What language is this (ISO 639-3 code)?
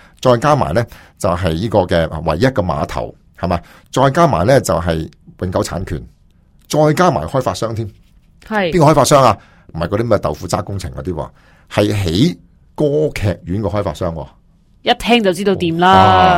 yue